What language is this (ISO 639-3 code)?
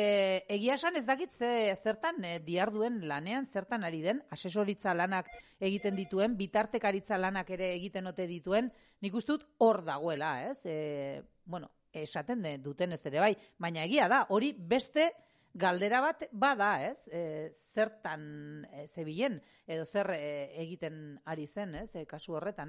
eus